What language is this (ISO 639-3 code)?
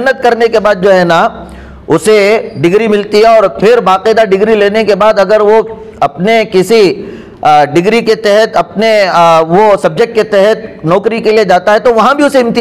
urd